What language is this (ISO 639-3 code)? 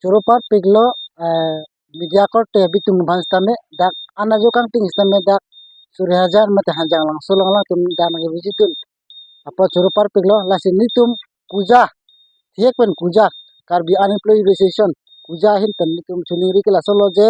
mjw